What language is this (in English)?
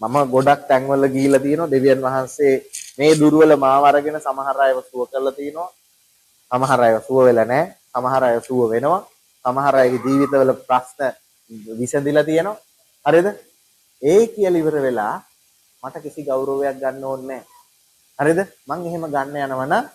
Sinhala